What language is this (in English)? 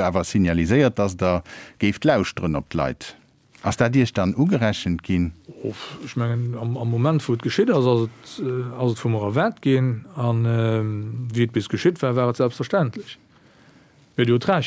Luxembourgish